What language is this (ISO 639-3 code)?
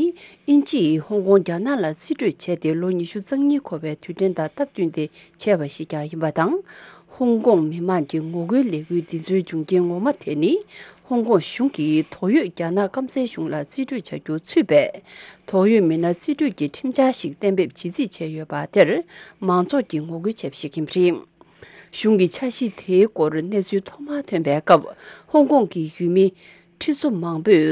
bod